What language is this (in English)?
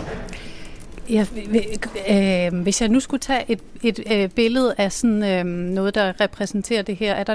Danish